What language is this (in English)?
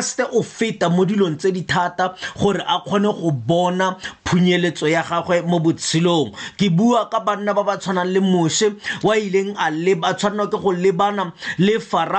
Tswana